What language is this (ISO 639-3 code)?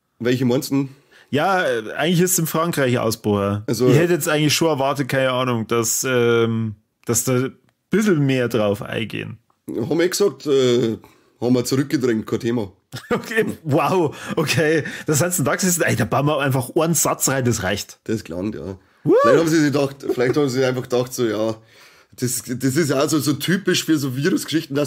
bar